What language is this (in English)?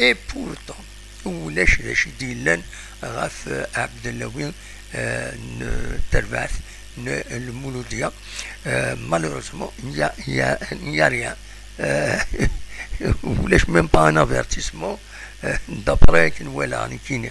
Kabyle